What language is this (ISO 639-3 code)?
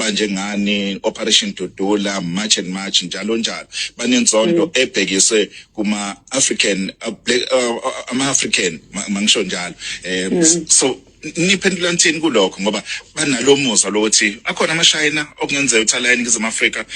zul